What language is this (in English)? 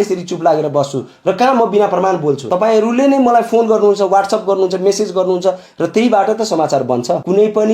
Nepali